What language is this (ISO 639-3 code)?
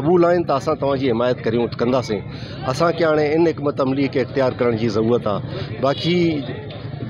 snd